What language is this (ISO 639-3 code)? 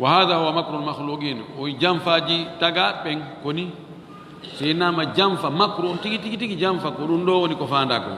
ful